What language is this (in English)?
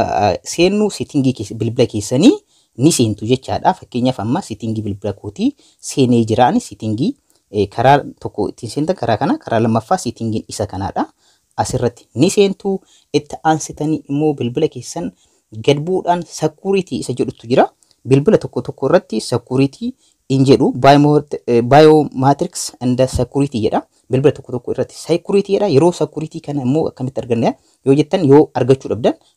Oromo